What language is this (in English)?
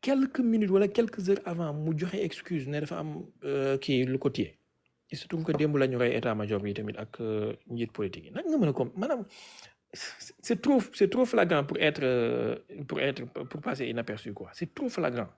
Wolof